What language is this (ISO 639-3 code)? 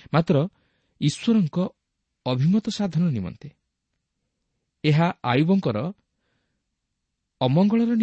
ori